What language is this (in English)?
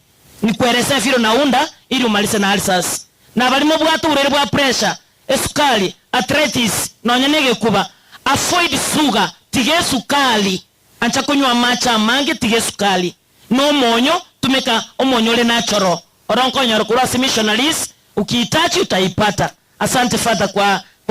Gusii